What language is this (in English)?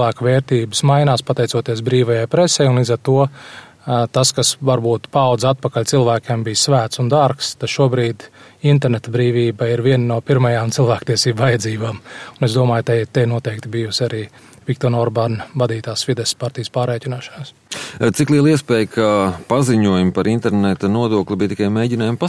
Latvian